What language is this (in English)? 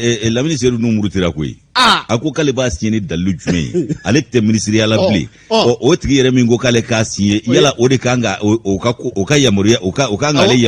Bambara